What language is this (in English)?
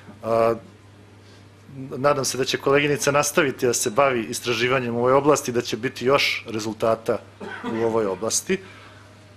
Serbian